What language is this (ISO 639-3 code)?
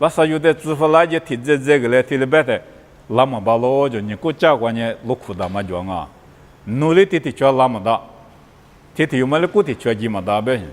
lis